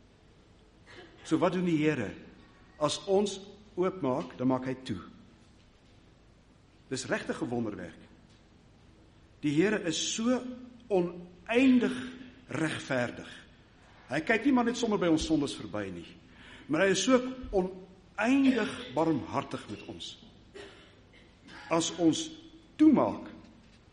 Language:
Afrikaans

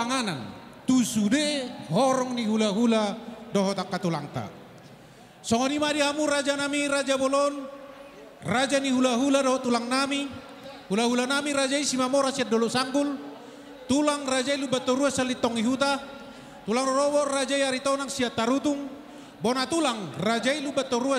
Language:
Batak Toba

